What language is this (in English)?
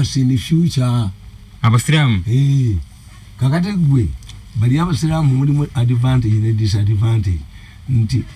Ganda